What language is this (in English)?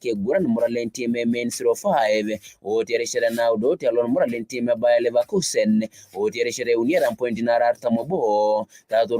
Masai